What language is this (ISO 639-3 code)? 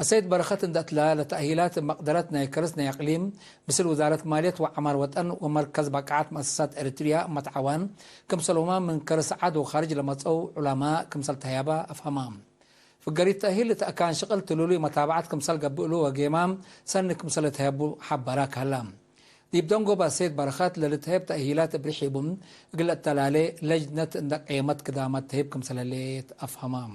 tig